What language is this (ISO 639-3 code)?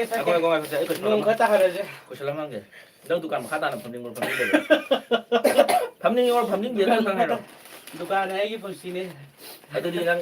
mni